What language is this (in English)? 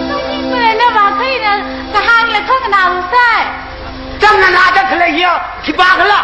Tangkhul Naga (India)